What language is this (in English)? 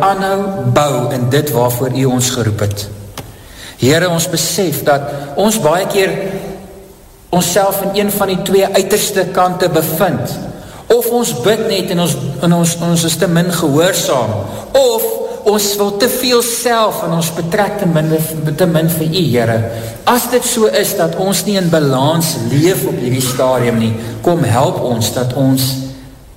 Afrikaans